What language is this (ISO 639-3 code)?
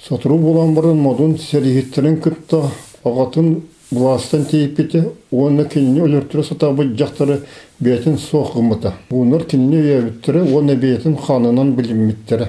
sah